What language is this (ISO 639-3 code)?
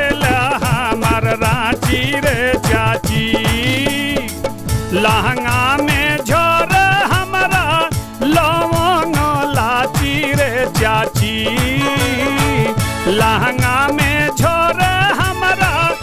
bho